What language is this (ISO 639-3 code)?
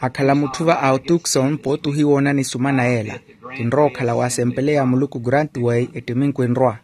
vmw